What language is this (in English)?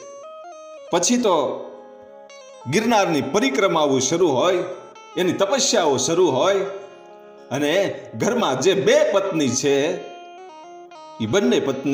Gujarati